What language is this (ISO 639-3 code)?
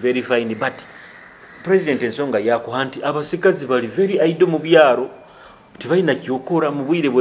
nyo